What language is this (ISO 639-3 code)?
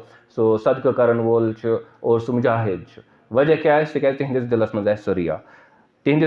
kas